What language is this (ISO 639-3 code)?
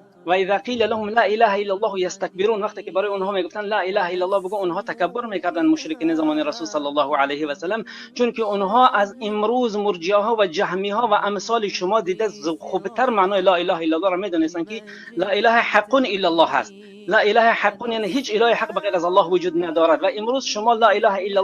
fas